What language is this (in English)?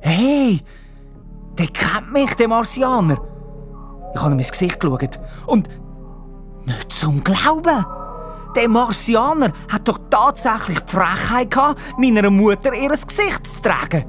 Swiss German